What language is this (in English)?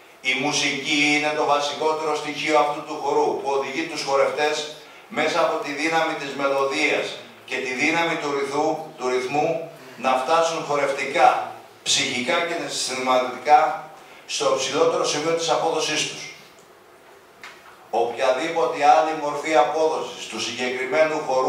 Greek